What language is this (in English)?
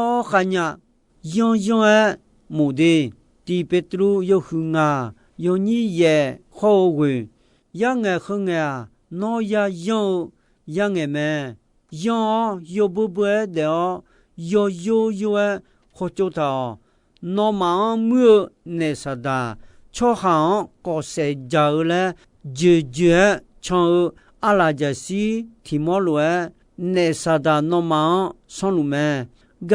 Akha